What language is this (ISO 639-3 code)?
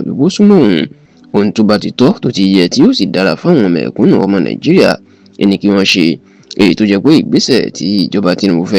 yor